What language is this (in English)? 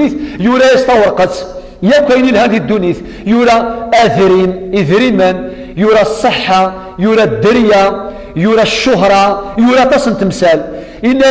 Kabyle